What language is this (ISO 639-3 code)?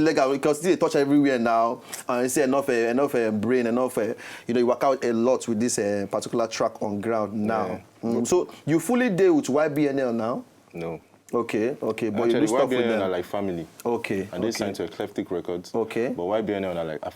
pcm